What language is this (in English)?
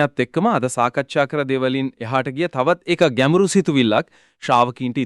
Sinhala